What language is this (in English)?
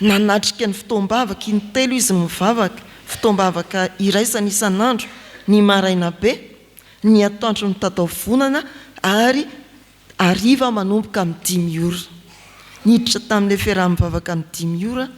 Malagasy